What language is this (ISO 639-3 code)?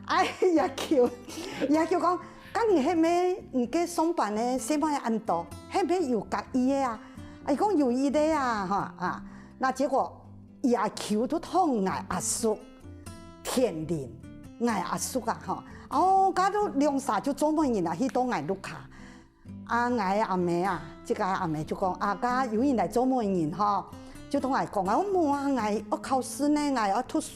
hak